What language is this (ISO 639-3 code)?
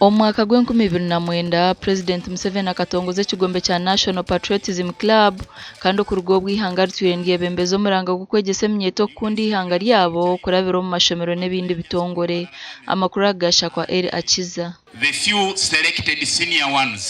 nyn